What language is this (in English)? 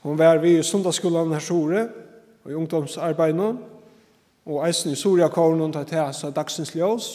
Faroese